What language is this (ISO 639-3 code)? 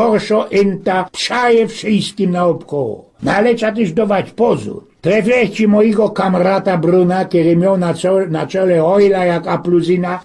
szl